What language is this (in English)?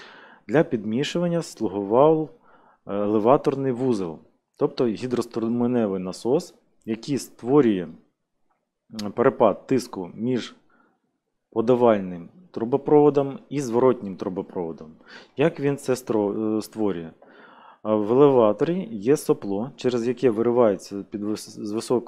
Ukrainian